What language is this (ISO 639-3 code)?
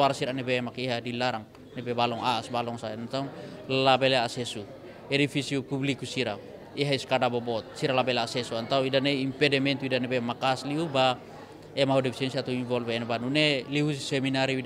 tet